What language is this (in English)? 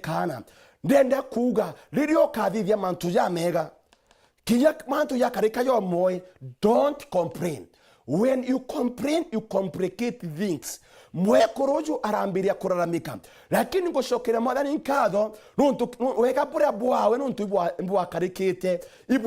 Meru